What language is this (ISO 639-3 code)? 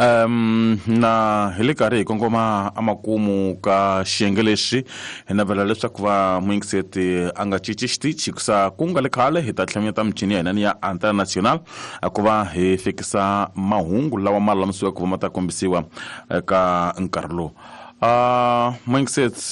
tso